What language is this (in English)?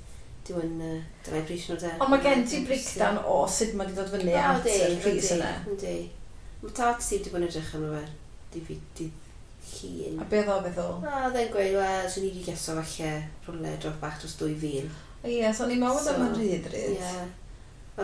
Welsh